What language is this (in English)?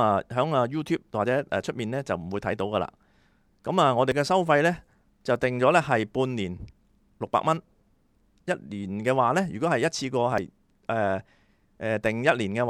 Cantonese